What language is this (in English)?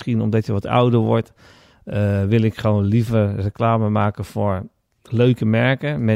Dutch